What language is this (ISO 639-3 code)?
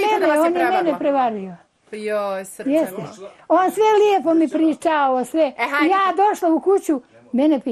bos